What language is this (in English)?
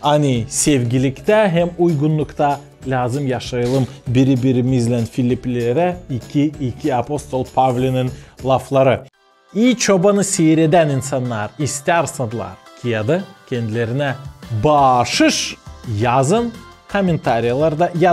Gagauz